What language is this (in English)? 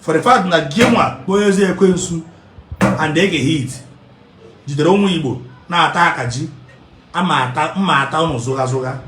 Igbo